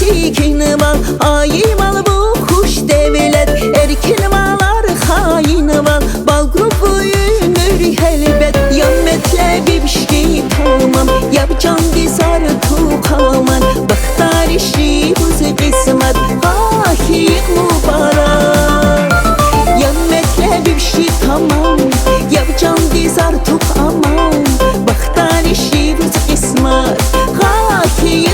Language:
Tabassaran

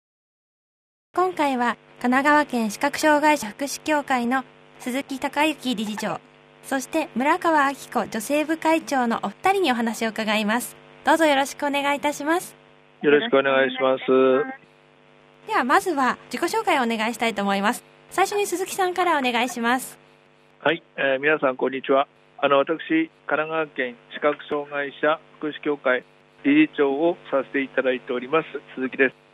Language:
Japanese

